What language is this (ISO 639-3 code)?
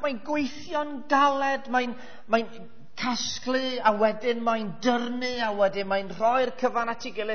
cym